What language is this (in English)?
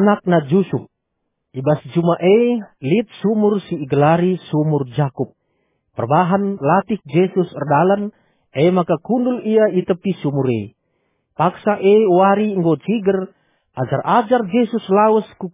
Batak Karo